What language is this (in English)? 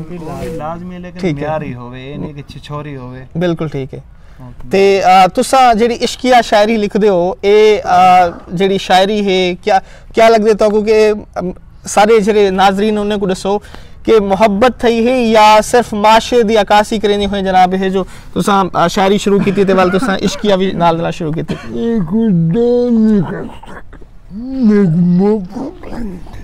Saraiki